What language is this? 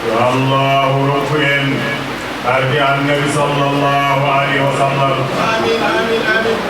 Fula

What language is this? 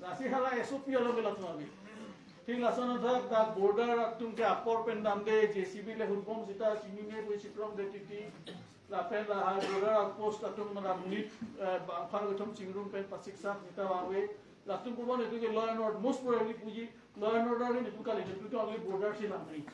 Karbi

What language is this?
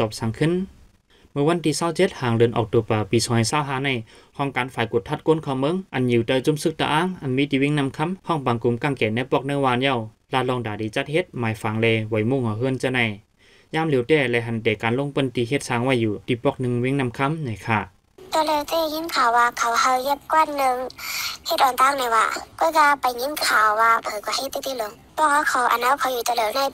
Shan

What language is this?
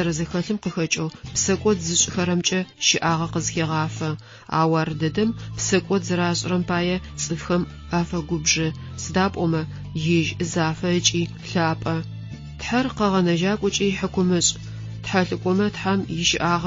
Adyghe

